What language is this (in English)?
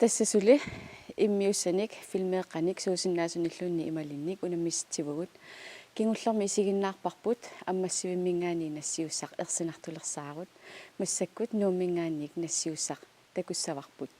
Kalaallisut